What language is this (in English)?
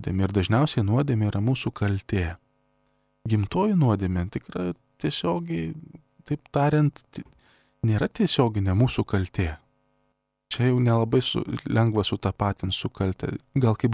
Lithuanian